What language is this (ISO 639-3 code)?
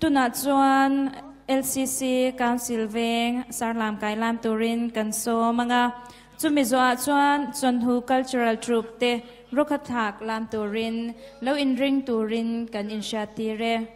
cnh